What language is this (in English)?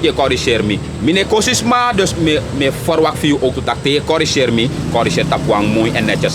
Sranan Tongo